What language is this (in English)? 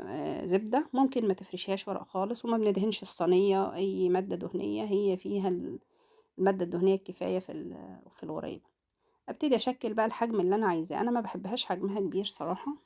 Egyptian Arabic